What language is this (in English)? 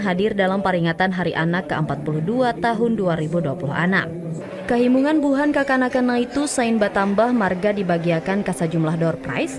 Banjar